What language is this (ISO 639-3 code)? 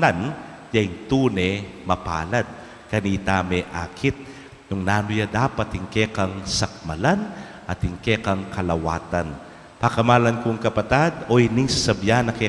pam